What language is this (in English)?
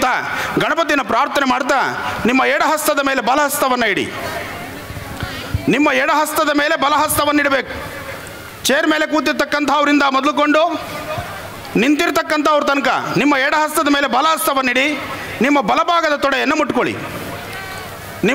Kannada